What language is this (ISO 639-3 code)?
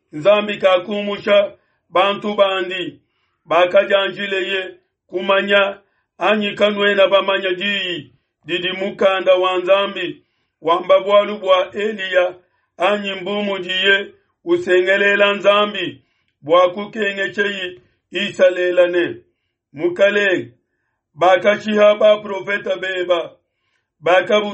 lua